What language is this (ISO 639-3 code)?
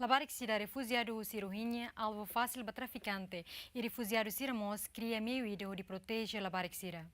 tet